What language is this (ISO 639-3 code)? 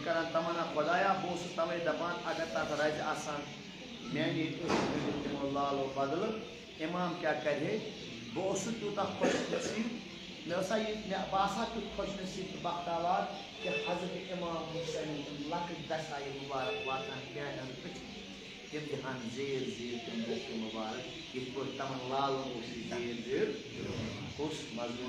kas